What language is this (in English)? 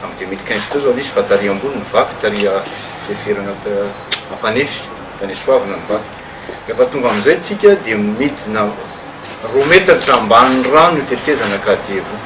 Malagasy